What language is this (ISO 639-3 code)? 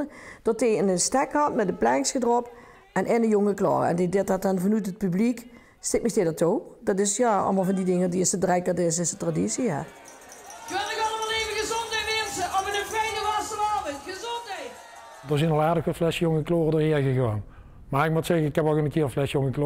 lim